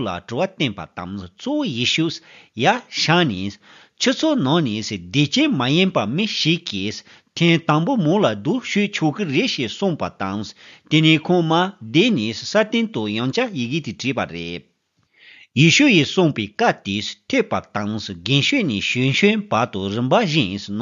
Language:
Tibetan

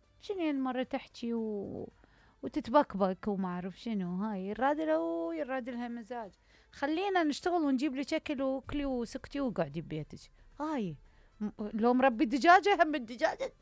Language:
Mesopotamian Arabic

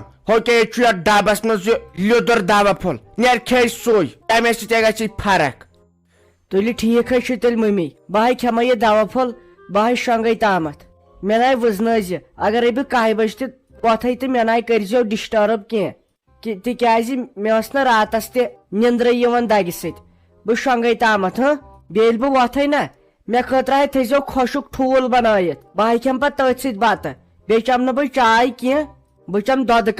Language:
Kashmiri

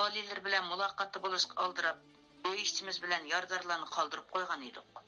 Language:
Uyghur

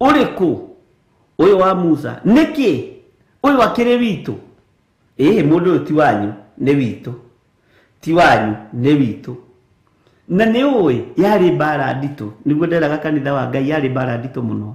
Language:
Kikuyu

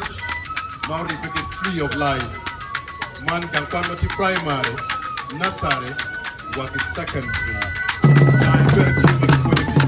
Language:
Acoli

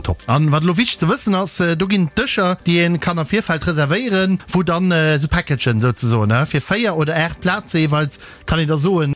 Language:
Luxembourgish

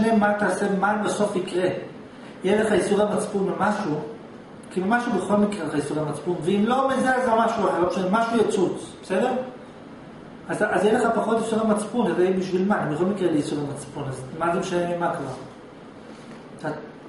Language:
Hebrew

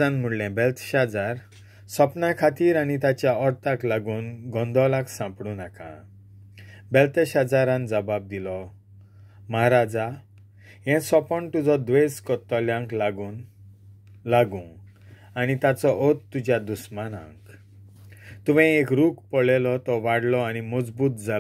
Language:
Konkani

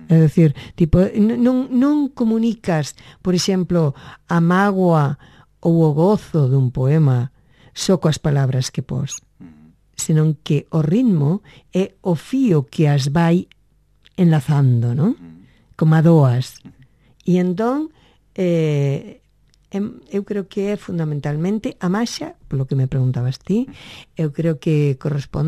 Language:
Galician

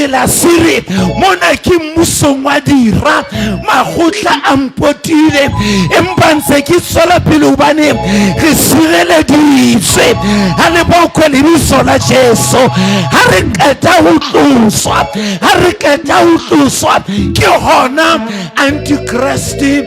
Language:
Southern Sotho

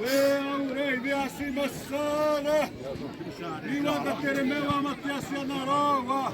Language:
Xavánte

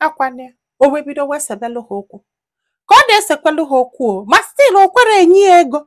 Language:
Igbo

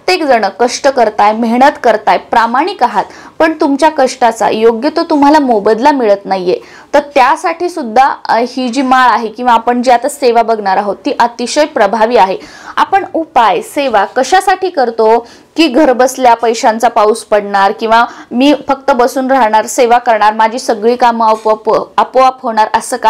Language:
Marathi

